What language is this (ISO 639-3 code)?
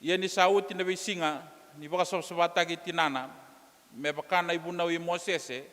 fij